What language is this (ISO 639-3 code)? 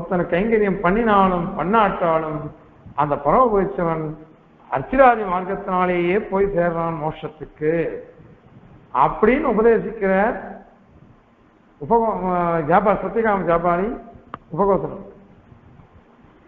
tam